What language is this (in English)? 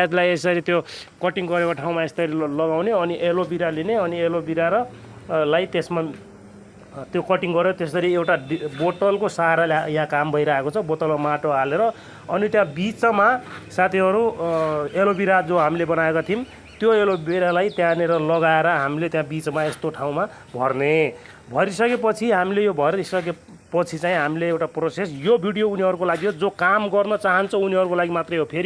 Nepali